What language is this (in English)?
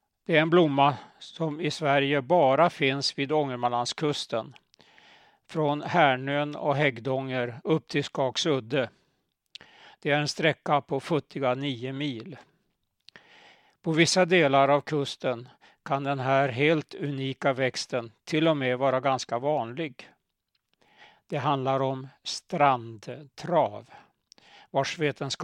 Swedish